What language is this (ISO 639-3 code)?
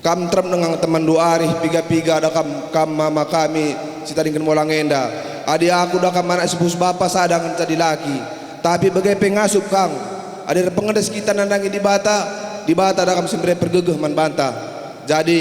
btx